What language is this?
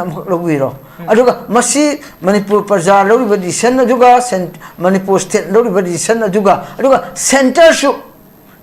Manipuri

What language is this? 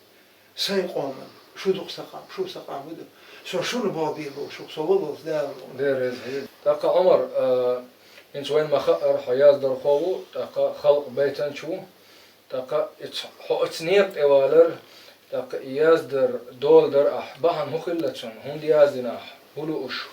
Chechen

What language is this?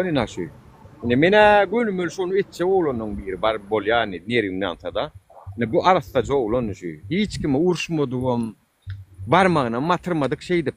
Turkmen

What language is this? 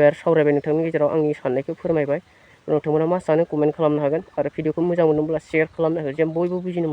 Bodo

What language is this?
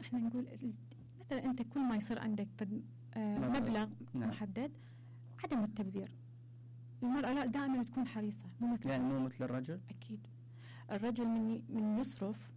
Mesopotamian Arabic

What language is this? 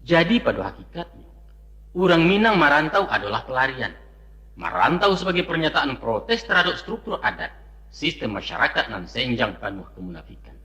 Minangkabau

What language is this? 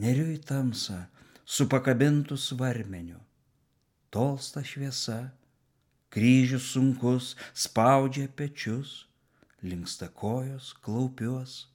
Lithuanian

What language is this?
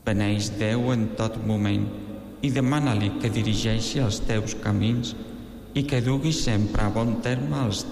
Catalan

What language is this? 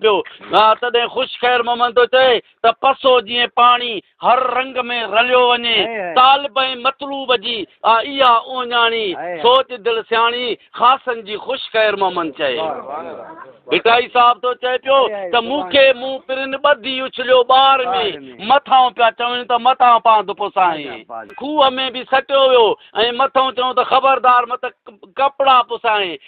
Sindhi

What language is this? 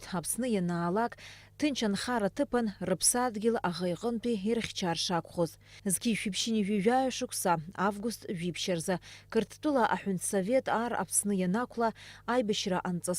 Abkhazian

